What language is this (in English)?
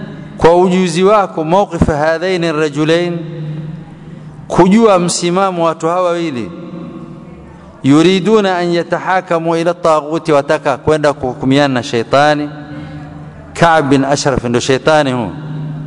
Swahili